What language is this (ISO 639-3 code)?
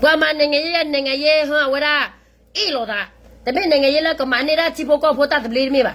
ksw